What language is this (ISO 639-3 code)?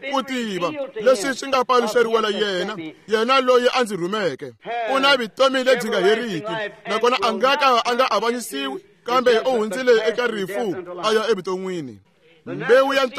tso